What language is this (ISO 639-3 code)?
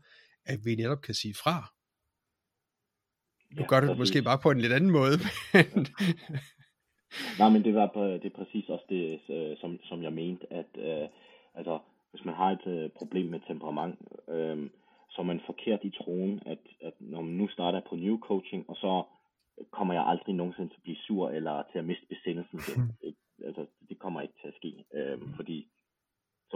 dan